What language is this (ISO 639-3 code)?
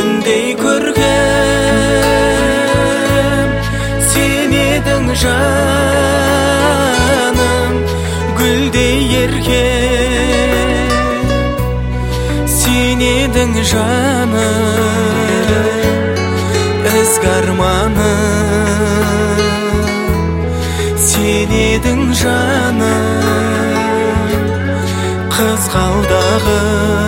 kaz